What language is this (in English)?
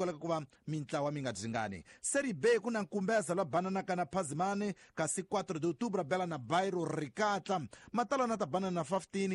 Tsonga